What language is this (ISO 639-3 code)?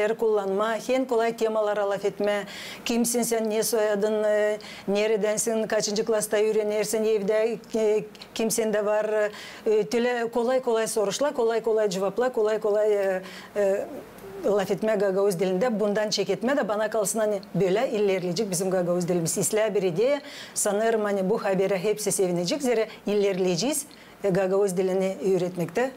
gag